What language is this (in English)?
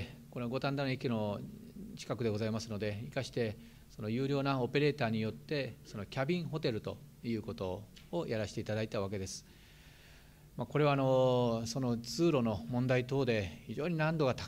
Japanese